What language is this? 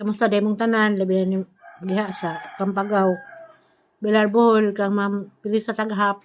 Cebuano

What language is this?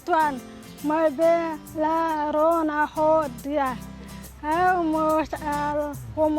Tetum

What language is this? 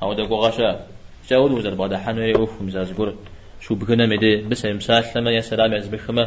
Kabardian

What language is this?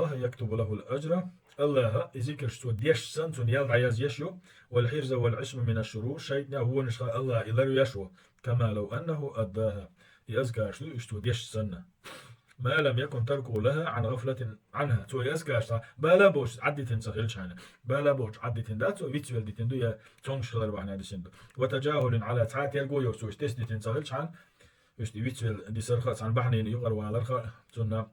Chechen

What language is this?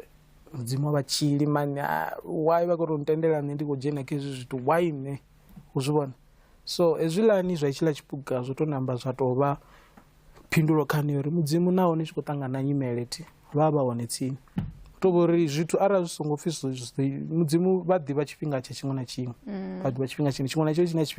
Venda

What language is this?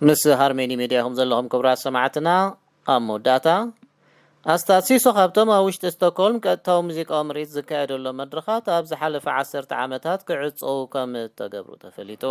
Tigrinya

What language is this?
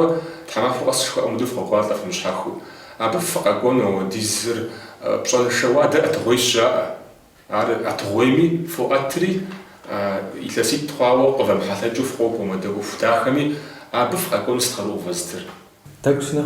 Kabardian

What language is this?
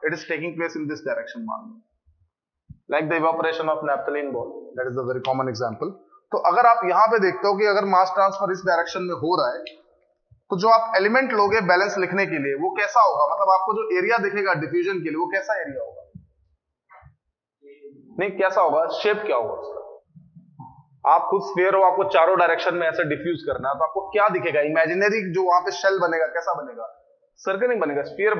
Hindi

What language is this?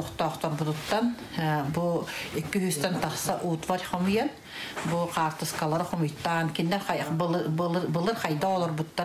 Yakut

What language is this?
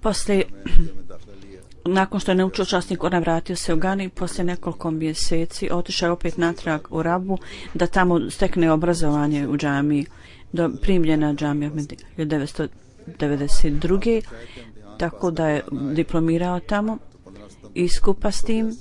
Bosnian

